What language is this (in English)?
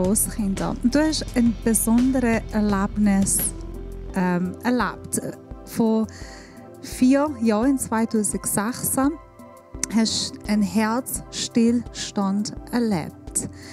Swiss German